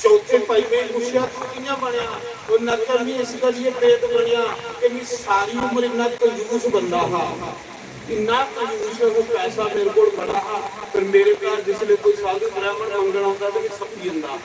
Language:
Dogri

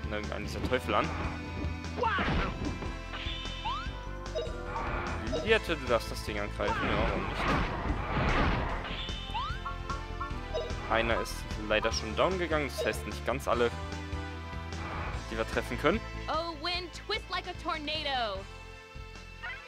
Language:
German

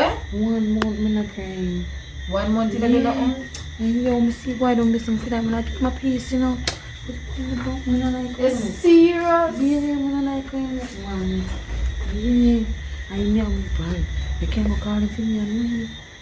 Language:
Jamaican Creole English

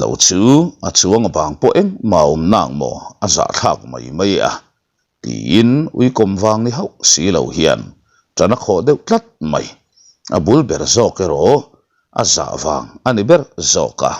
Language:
Mizo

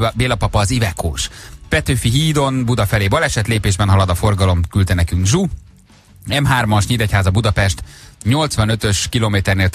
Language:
Hungarian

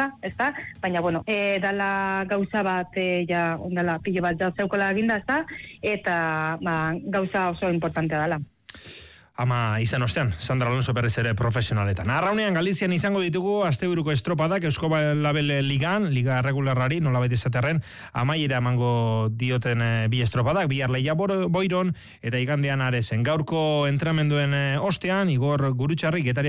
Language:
Basque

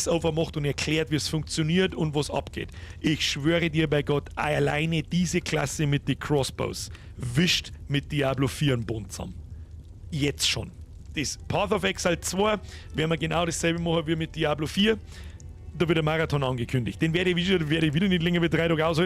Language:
Bavarian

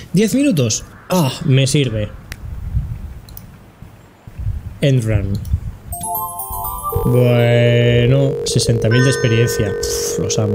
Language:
Spanish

